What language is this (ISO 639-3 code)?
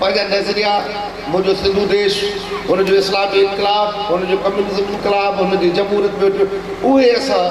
snd